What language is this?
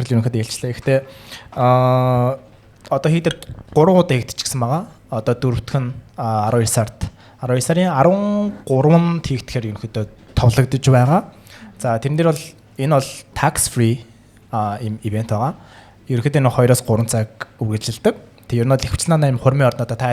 Mongolian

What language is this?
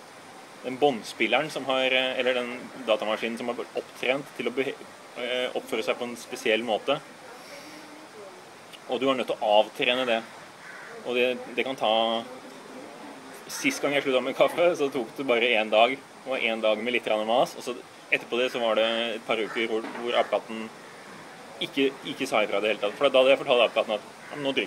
Norwegian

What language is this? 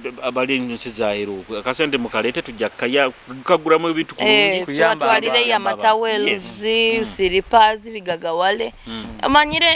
Nyoro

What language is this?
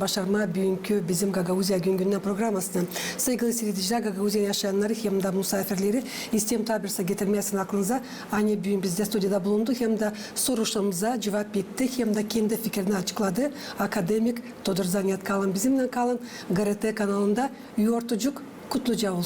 Gagauz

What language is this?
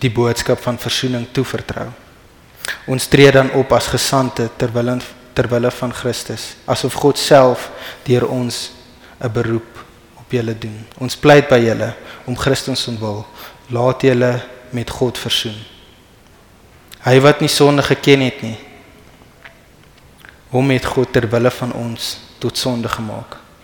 Afrikaans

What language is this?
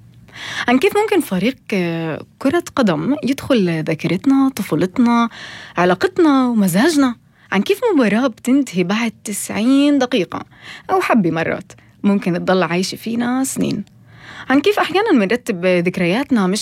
North Levantine Arabic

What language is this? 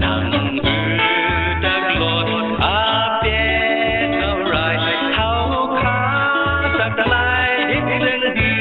Shan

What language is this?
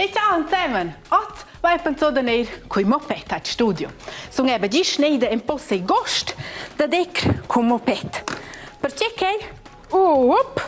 Romansh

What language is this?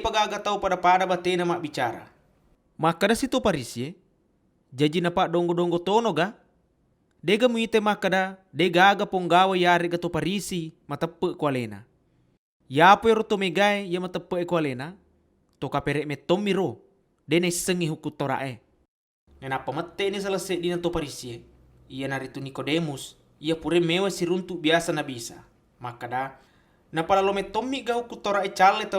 Buginese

